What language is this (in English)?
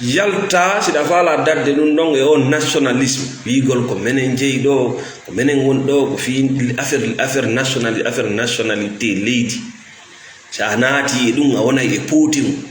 Fula